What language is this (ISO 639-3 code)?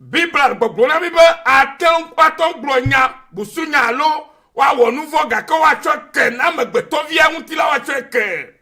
ewe